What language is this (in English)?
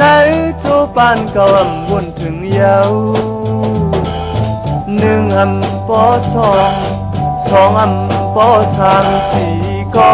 Shan